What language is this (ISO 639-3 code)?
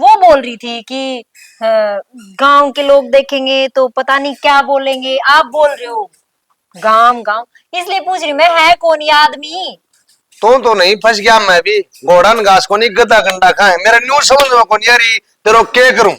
bgc